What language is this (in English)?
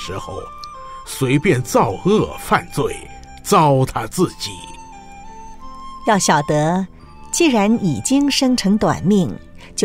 Chinese